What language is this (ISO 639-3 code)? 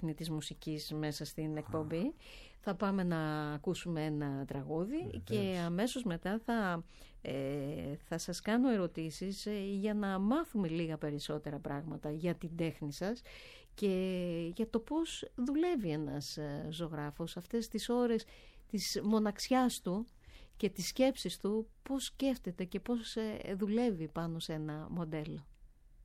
ell